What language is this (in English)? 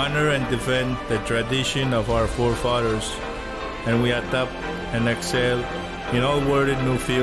Pohnpeian